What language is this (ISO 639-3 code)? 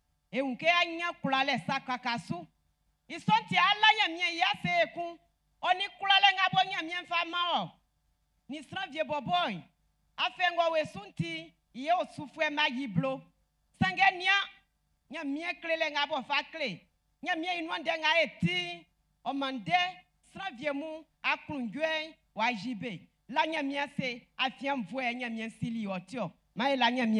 bci